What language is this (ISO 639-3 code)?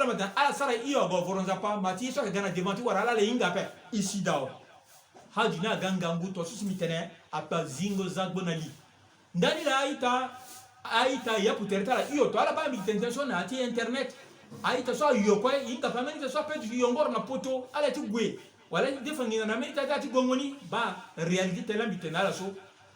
sag